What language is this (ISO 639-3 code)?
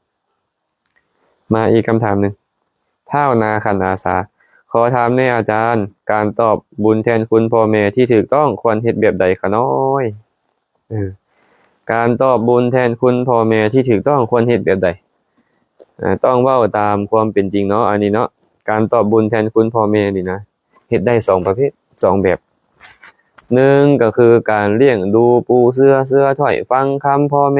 lao